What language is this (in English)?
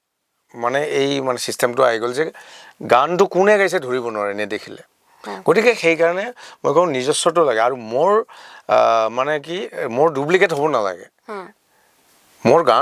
Assamese